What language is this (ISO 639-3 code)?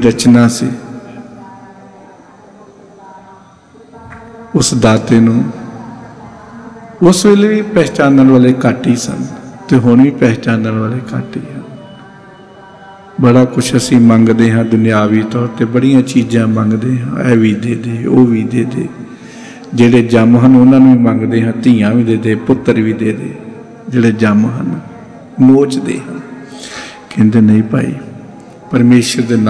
pan